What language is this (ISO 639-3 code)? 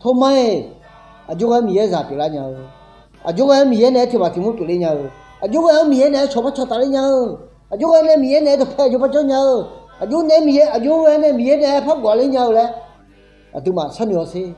ahk